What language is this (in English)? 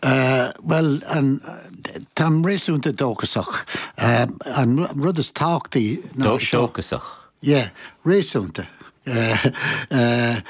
Irish